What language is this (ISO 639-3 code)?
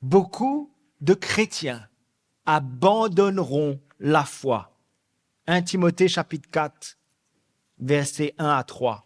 mfe